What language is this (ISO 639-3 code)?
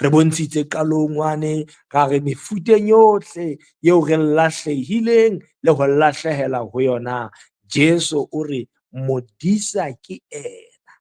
sot